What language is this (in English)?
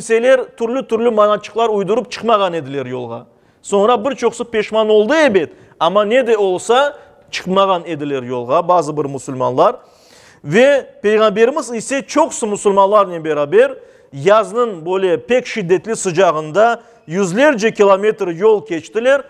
Crimean Tatar